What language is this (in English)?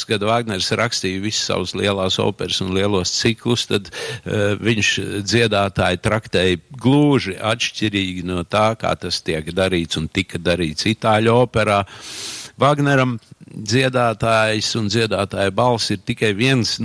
Latvian